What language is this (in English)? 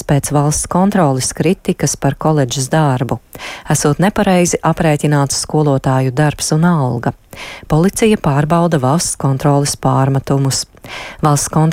Latvian